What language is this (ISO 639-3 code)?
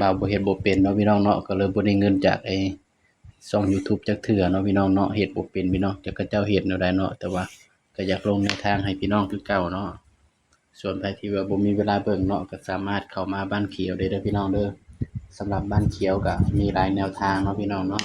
tts